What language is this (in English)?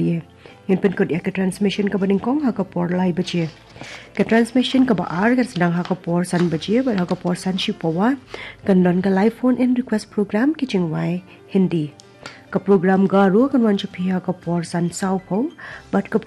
Khasi